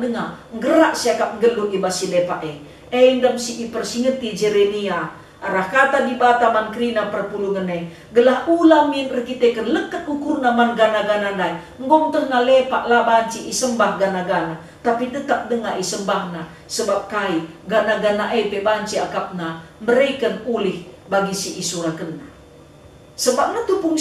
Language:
Batak Karo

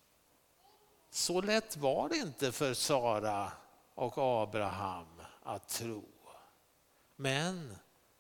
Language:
Swedish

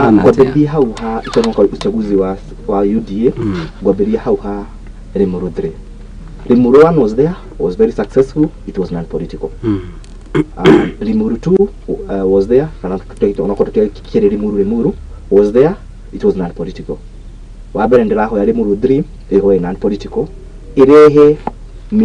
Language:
Kikuyu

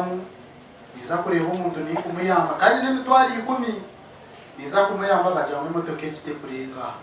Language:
Nyankole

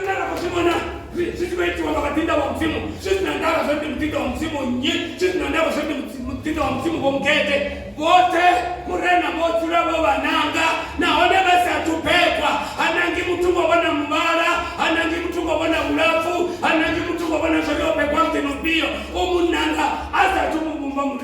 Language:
Venda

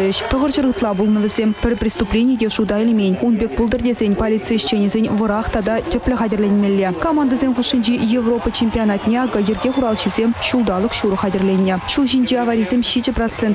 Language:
Chuvash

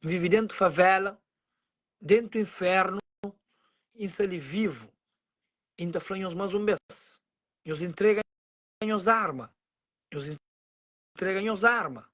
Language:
Kabuverdianu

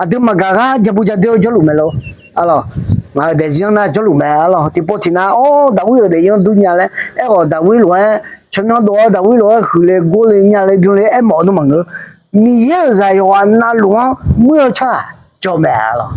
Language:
Akha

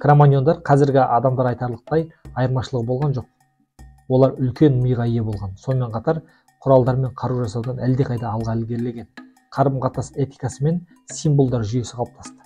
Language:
Kazakh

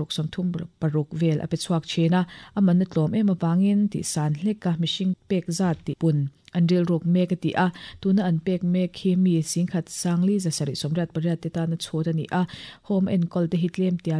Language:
Mizo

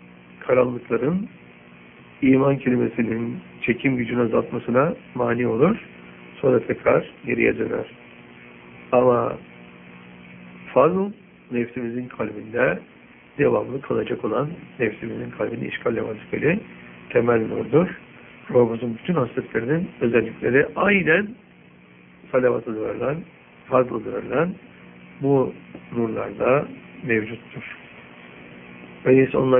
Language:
Turkish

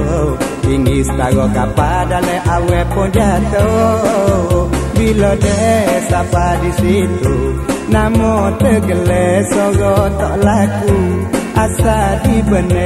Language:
Malay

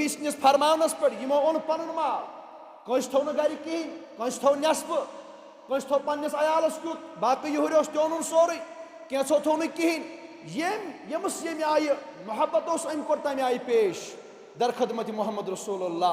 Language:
Kashmiri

